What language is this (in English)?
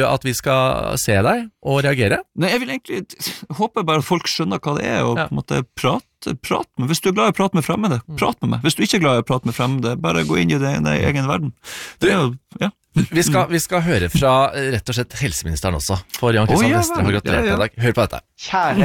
Norwegian